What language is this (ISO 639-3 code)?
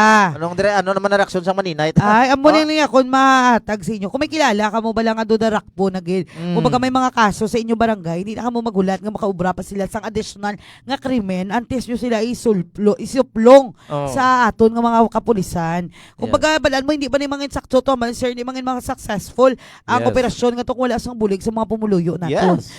hil